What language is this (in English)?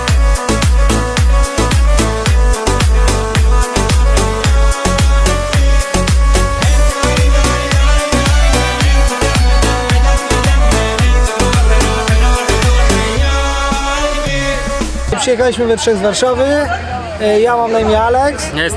Polish